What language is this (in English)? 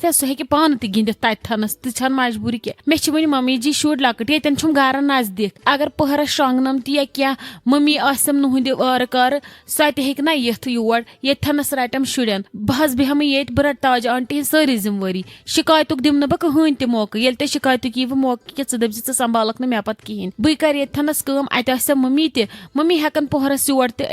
Kashmiri